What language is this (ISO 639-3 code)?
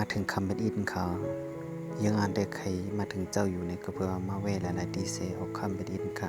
shn